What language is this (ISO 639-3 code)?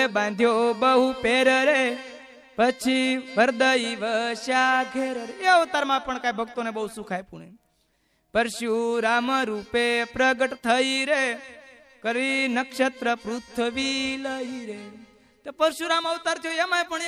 guj